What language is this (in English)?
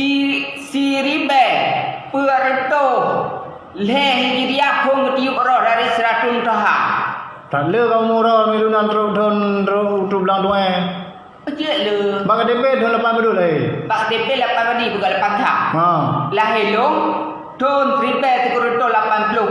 Achinese